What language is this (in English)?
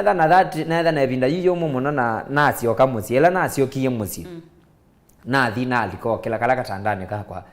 Kamba